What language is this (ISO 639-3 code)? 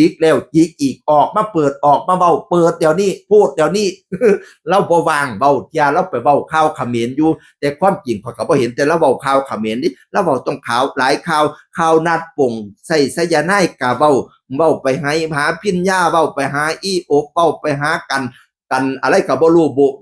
tts